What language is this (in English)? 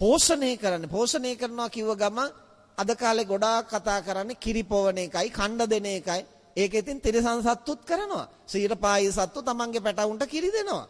Sinhala